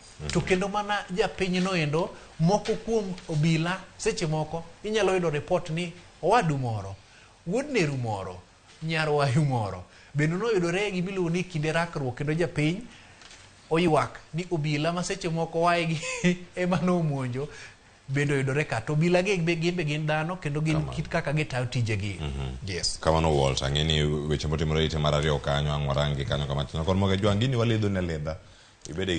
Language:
Luo (Kenya and Tanzania)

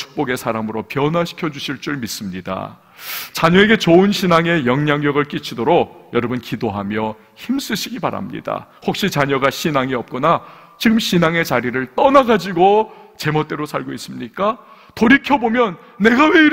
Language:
Korean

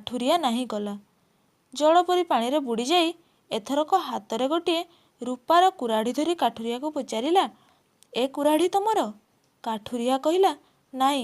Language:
Odia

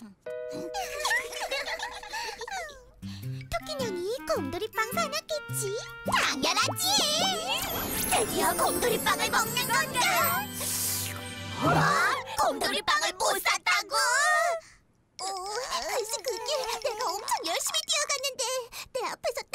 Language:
Korean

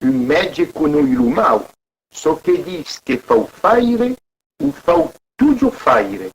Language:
Occitan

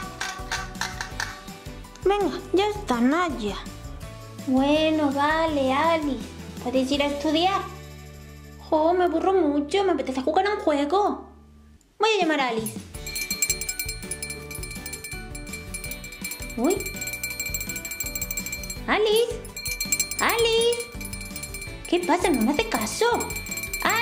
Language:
Spanish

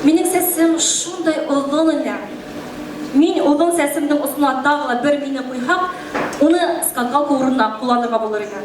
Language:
Bashkir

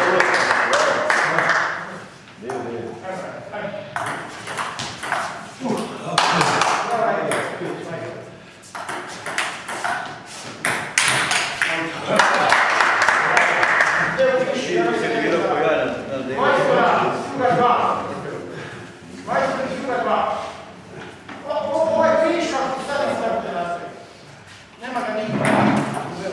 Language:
Croatian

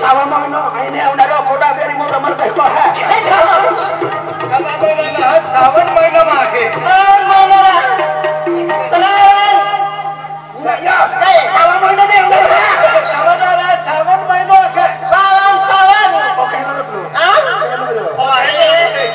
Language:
Marathi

